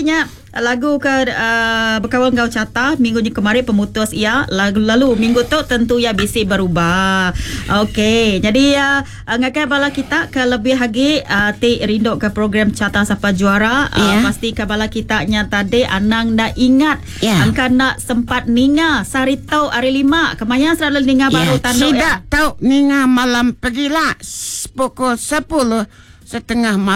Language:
Iban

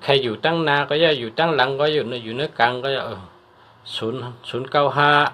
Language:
Shan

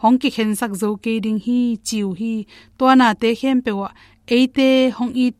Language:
Tedim Chin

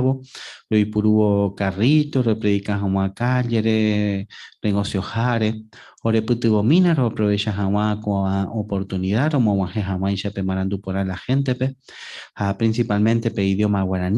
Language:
Guarani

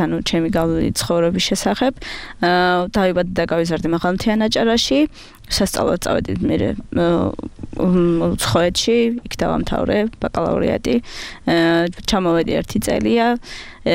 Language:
Georgian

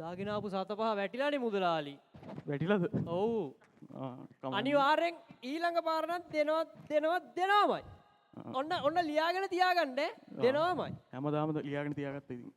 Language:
Sinhala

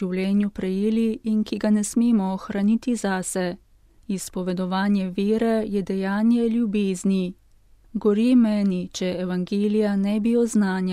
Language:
Slovenian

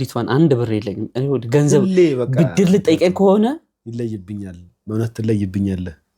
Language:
Amharic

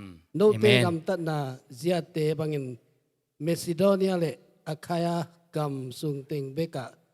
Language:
Tedim Chin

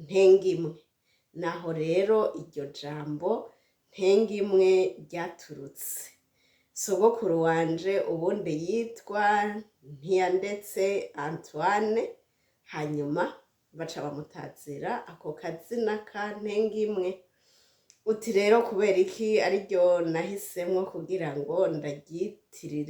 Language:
Rundi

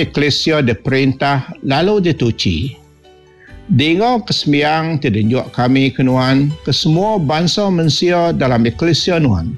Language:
Iban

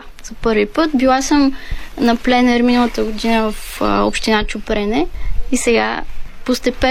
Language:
Bulgarian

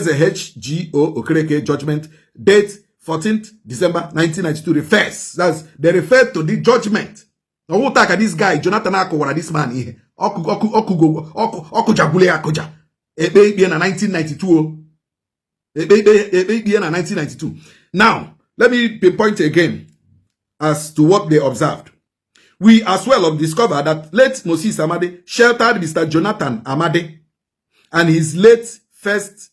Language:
Igbo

